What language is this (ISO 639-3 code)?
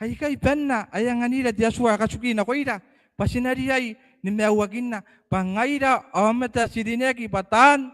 gil